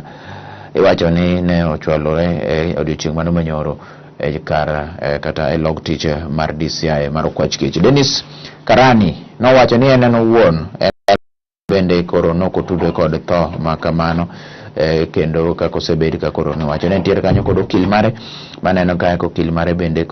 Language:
Luo (Kenya and Tanzania)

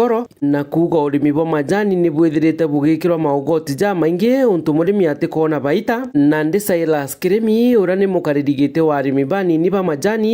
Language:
Meru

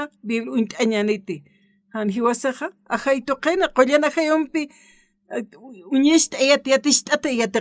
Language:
Aymara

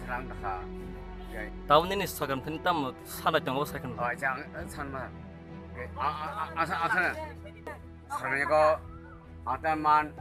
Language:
Kok Borok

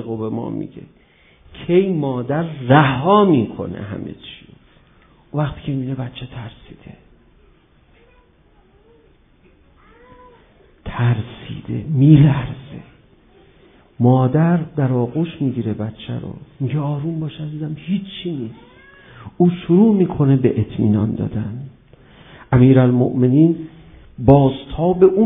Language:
Persian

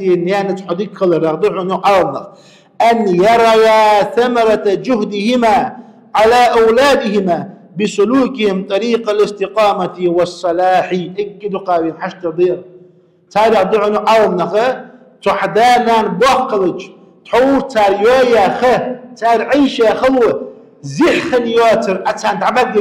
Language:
Ingush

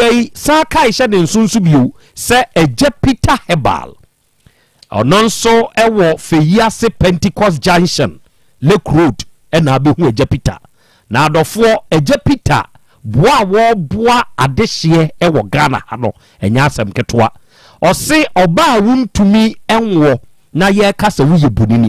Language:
Akan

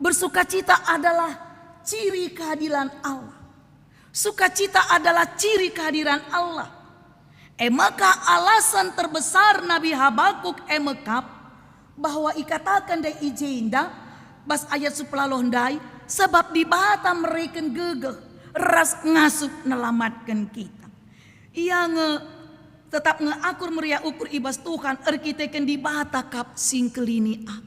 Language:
Batak Karo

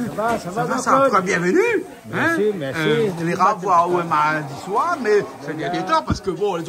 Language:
Réunion Creole French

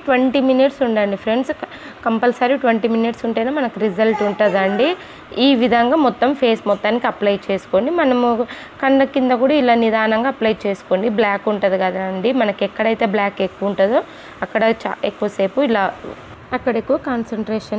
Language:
Telugu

